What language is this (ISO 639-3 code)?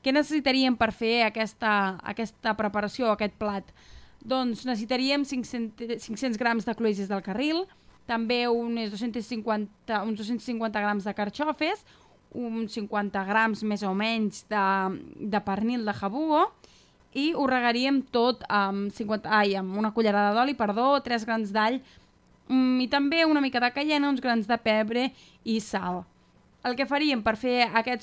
cat